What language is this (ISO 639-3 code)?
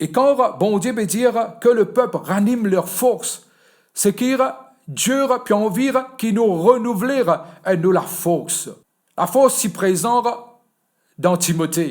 mfe